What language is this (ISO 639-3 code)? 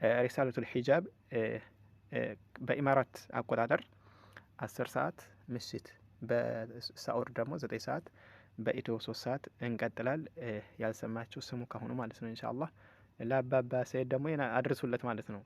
amh